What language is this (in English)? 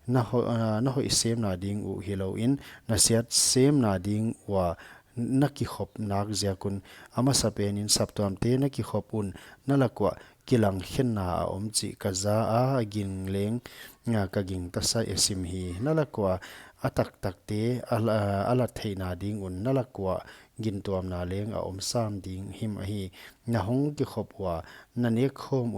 Paite Chin